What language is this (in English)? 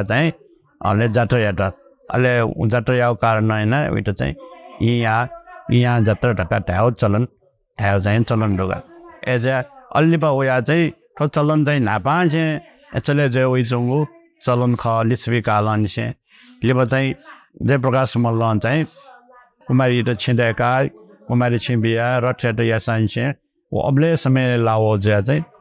Newari